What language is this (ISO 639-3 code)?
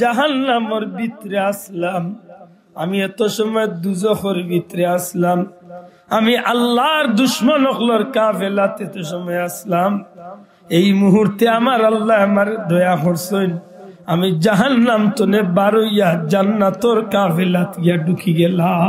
syl